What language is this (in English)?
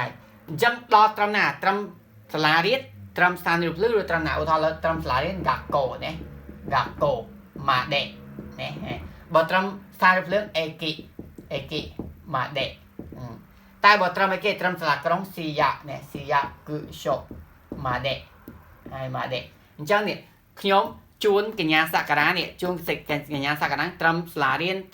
Khmer